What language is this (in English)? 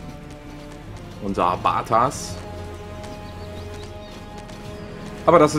German